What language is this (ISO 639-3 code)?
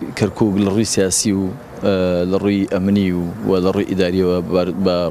ckb